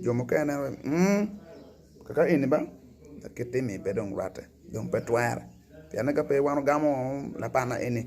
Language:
Acoli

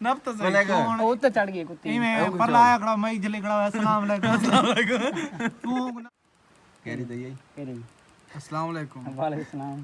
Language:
Saraiki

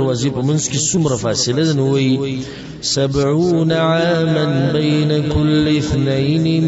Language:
Pashto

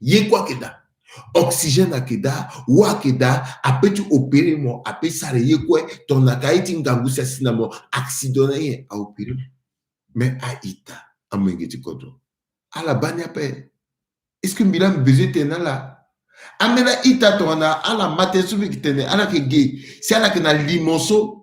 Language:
Sango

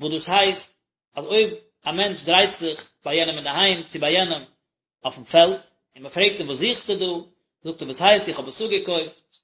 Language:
Yiddish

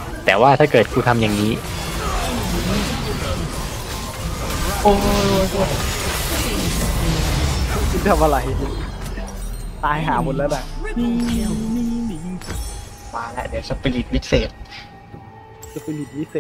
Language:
Thai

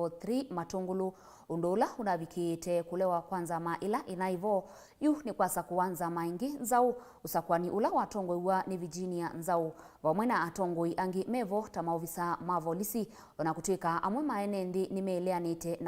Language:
Kamba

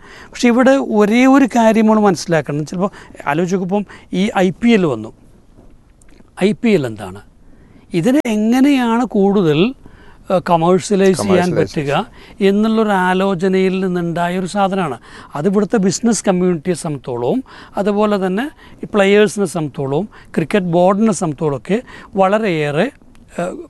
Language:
Malayalam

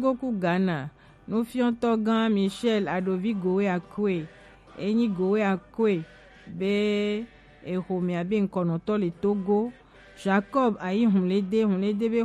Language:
Gen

